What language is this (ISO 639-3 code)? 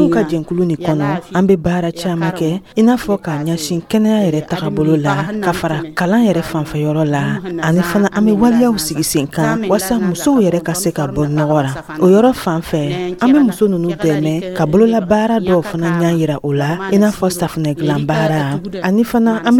dyu